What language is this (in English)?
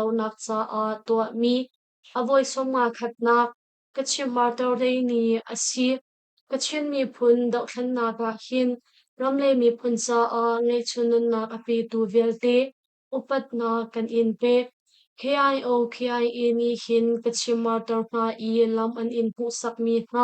Hakha Chin